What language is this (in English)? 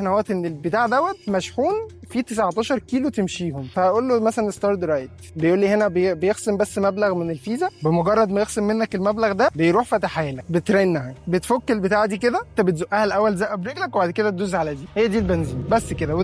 Egyptian Arabic